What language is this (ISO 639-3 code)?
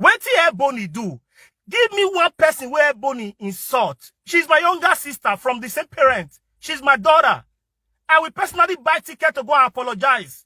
pcm